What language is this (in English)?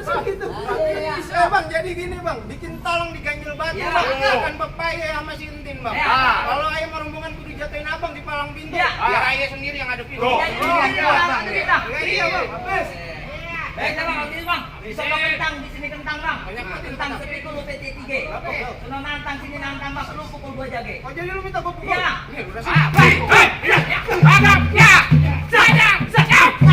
Betawi